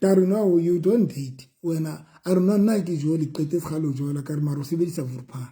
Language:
Southern Sotho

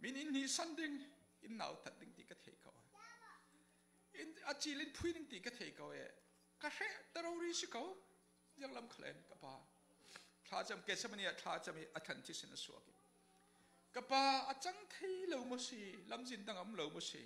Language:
Falam Chin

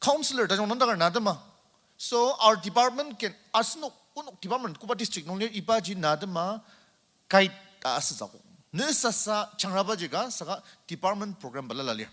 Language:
Ao Naga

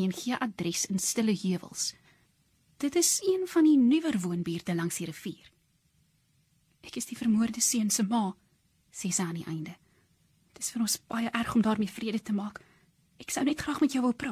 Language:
Afrikaans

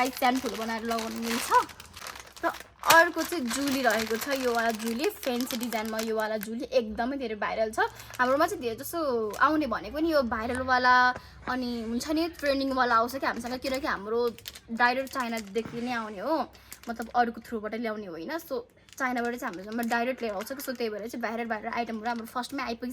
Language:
Nepali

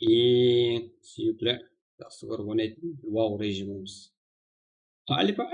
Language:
Kara-Kalpak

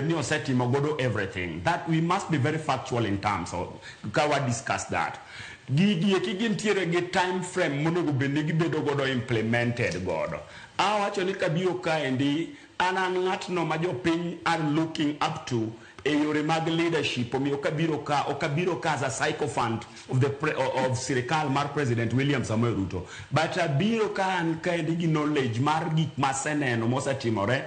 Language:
Luo (Kenya and Tanzania)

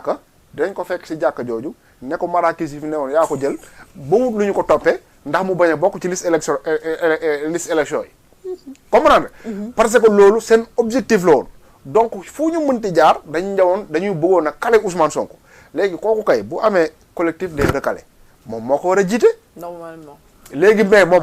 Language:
Wolof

